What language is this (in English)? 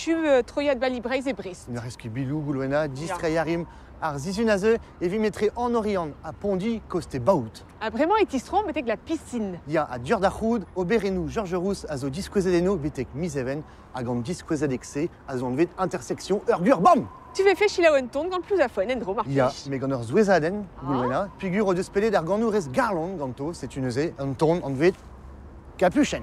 Breton